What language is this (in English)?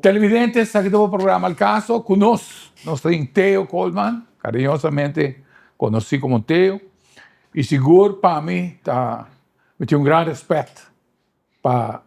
Papiamento